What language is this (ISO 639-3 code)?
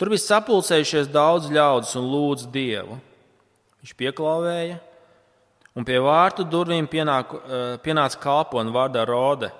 lav